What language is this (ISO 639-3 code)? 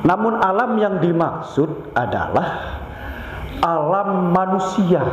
sas